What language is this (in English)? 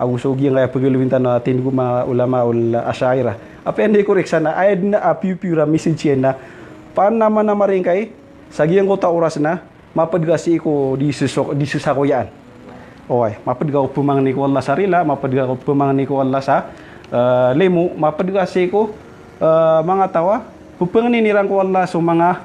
Maranao